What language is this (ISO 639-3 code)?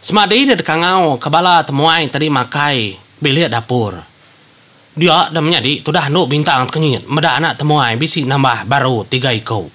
iba